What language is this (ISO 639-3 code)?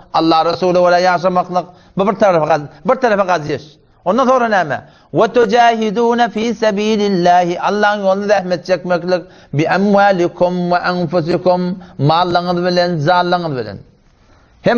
tuk